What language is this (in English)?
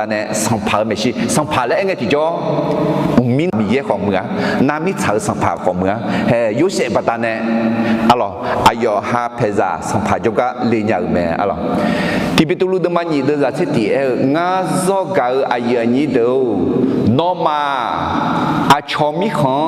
Akha